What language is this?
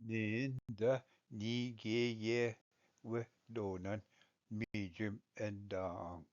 Ojibwa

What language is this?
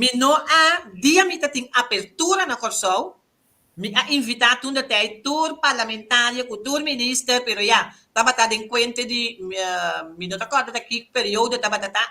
Papiamento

